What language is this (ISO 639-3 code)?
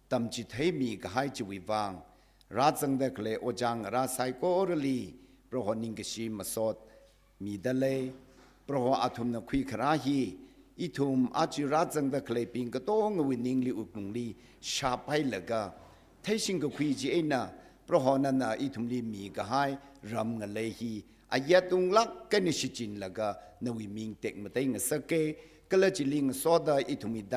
nmf